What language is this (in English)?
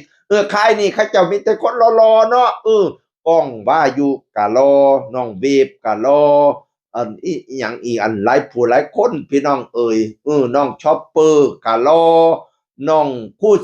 Northeastern Thai